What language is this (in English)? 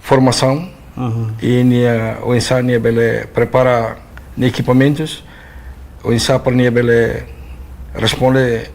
Tetum